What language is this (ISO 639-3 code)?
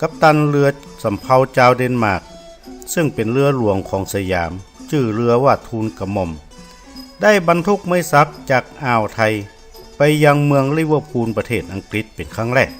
nod